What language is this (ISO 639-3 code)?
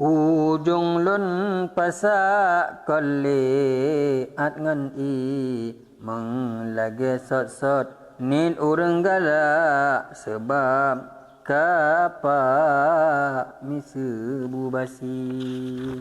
ace